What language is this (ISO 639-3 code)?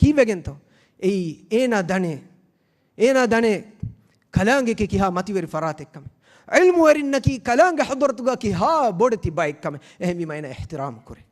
div